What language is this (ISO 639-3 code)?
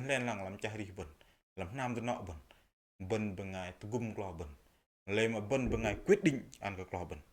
bdq